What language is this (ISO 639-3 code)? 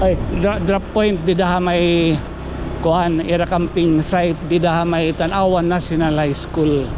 war